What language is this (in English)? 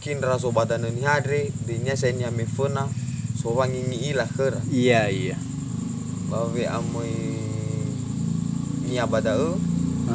Nias